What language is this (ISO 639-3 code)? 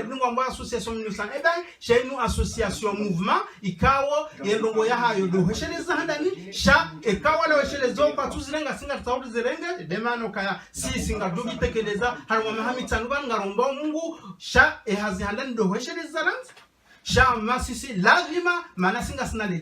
zdj